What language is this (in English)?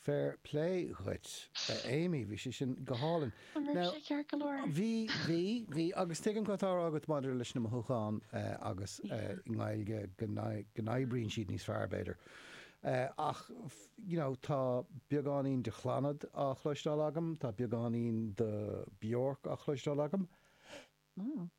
Irish